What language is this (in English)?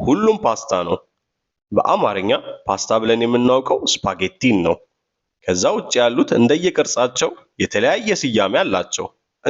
Amharic